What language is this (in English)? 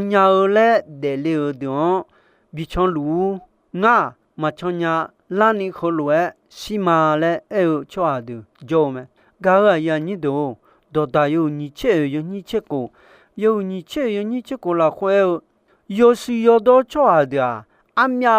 Akha